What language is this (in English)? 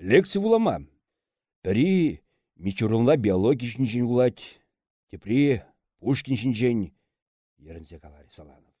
Chuvash